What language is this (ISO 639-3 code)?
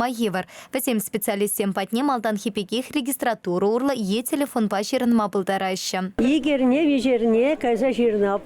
chv